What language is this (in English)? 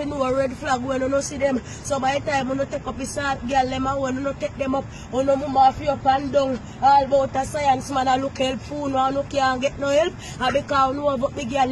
Jamaican Creole English